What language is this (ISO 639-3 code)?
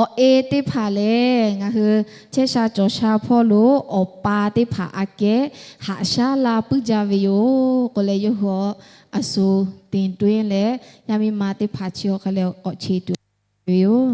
lhu